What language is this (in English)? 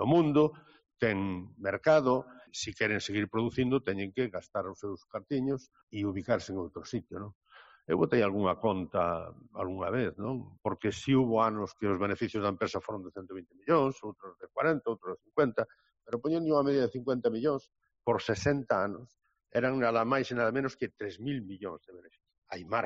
Galician